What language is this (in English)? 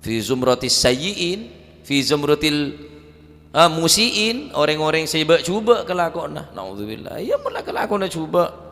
Madurese